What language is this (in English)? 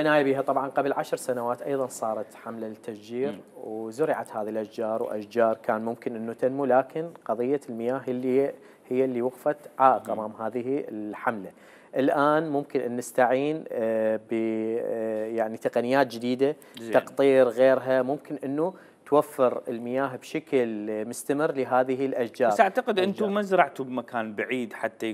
Mesopotamian Arabic